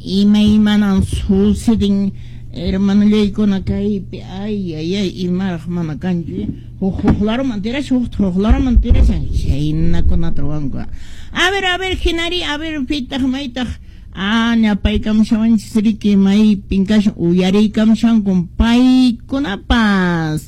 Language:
Quechua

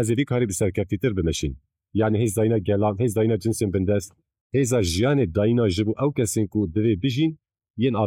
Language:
Kurdish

